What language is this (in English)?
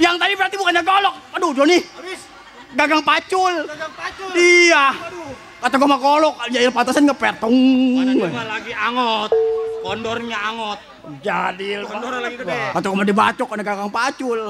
Betawi